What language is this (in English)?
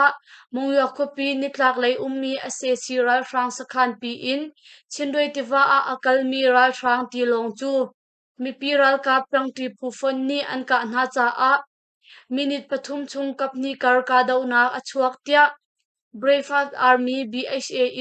Hakha Chin